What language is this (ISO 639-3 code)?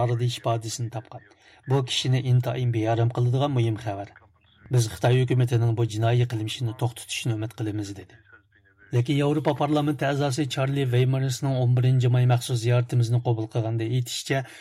uig